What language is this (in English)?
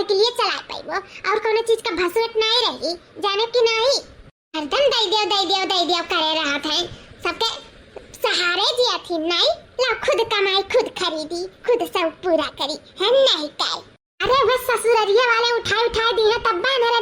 Awadhi